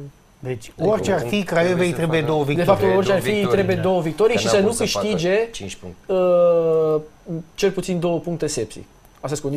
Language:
Romanian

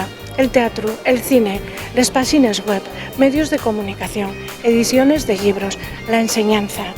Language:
Asturian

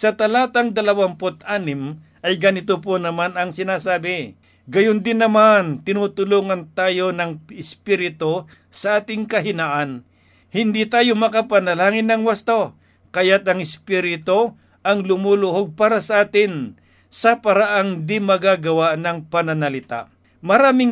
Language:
Filipino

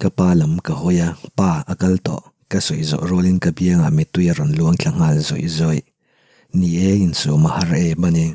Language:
Mizo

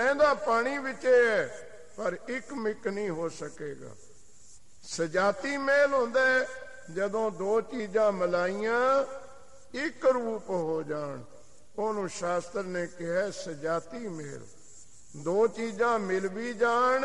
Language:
Punjabi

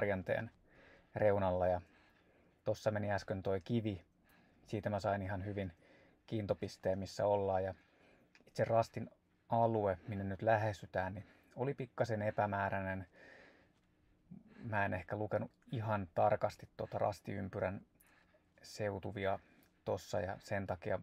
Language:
Finnish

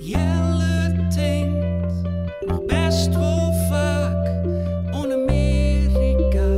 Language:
Western Frisian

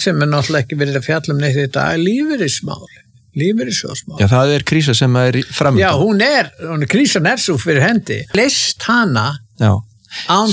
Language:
Icelandic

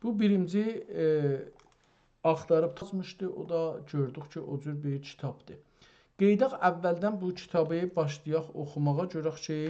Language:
South Azerbaijani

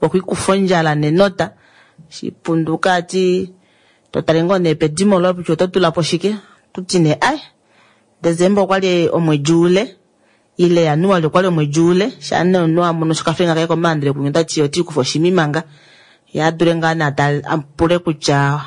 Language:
Kuanyama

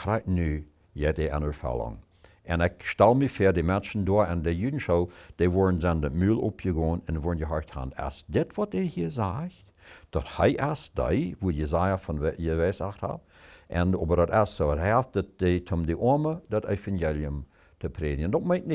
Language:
Plautdietsch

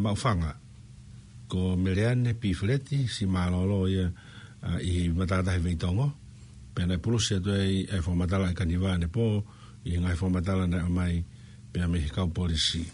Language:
Tongan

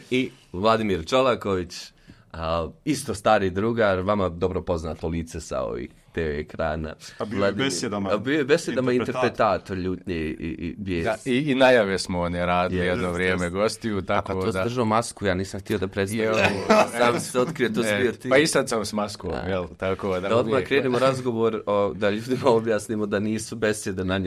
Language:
Croatian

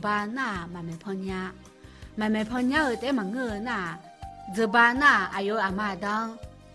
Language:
Akha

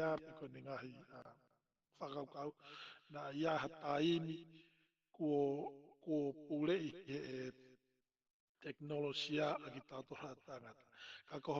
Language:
Tongan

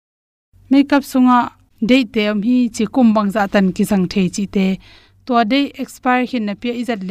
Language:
Tedim Chin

